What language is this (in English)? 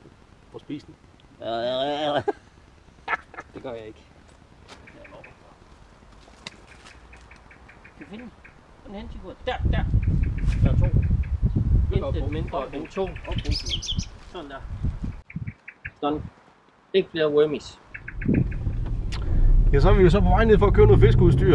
Danish